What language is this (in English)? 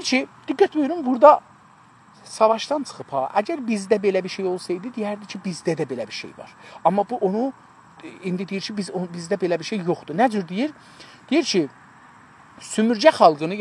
South Azerbaijani